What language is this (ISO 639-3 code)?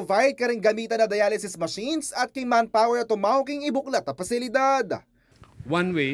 pam